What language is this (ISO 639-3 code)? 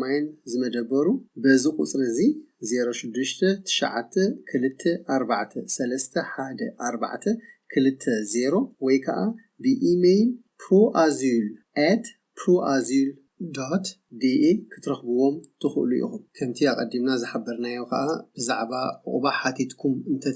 tir